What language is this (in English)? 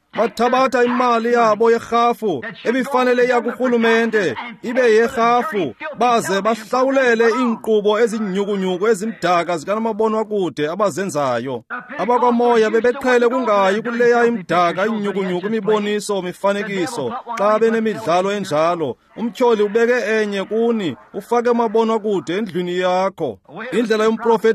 Xhosa